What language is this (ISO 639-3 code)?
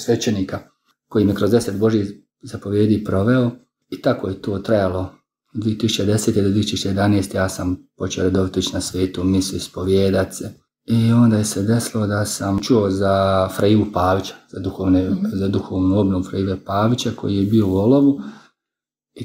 hrv